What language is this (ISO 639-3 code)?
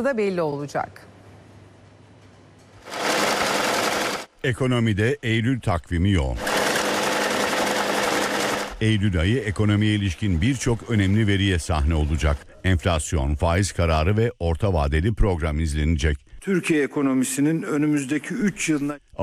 tur